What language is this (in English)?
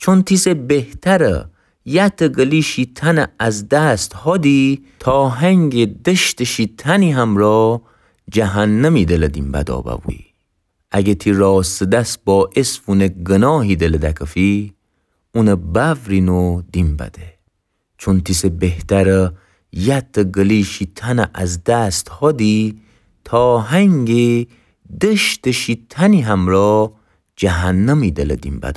Gilaki